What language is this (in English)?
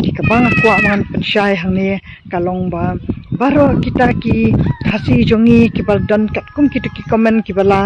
Khasi